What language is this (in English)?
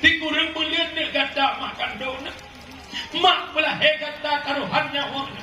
Achinese